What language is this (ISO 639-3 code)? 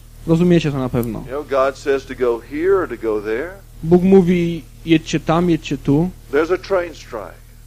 pol